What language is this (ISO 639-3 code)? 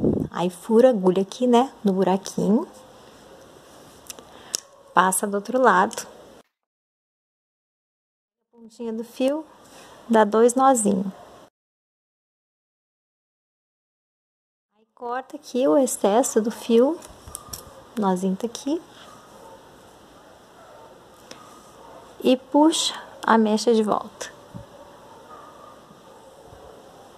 por